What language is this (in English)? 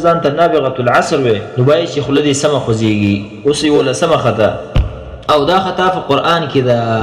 Pashto